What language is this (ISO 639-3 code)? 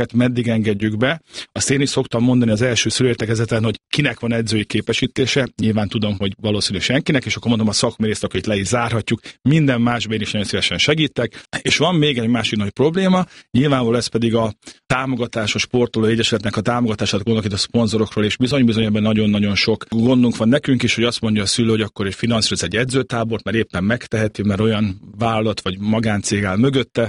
hun